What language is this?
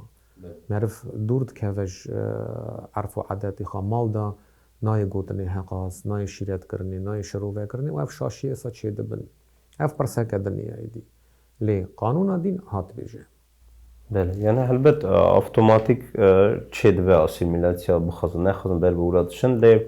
Kurdish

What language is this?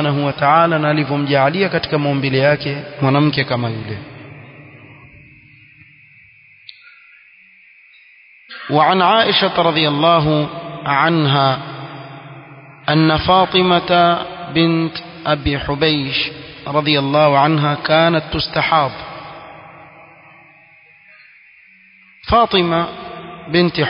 Swahili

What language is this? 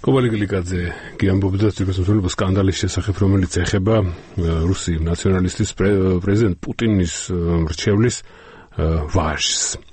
Georgian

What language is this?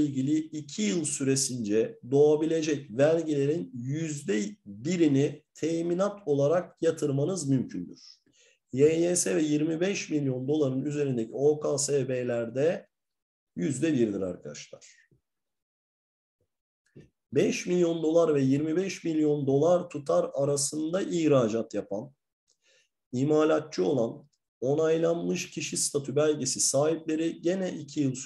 Turkish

